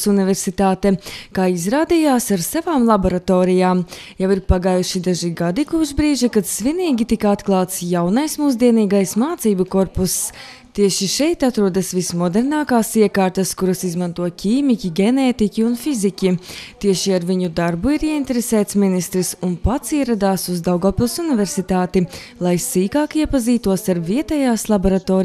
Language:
Latvian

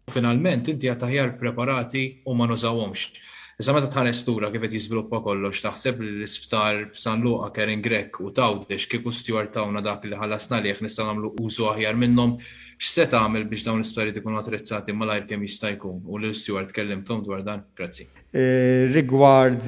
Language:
Maltese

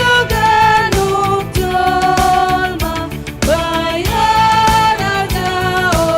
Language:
Batak Simalungun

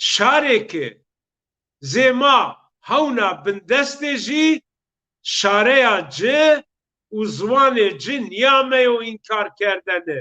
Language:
Zaza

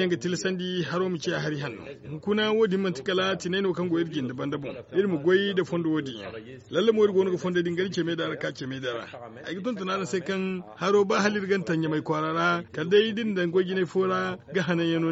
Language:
Zarma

